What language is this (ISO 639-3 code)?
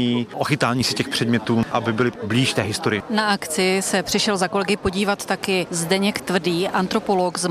ces